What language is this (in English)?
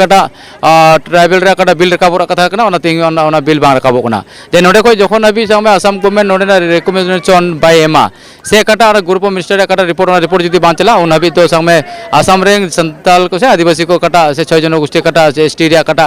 Santali